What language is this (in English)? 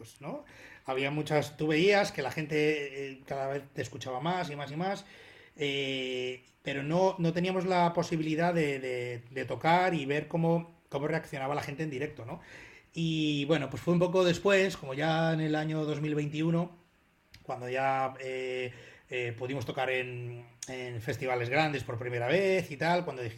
Spanish